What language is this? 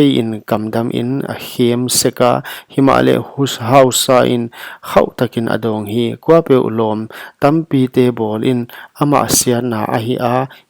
Paite Chin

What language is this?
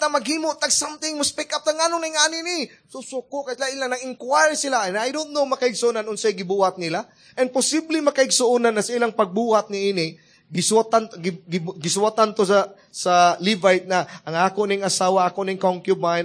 Cebuano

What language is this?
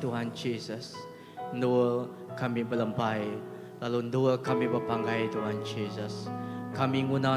Iban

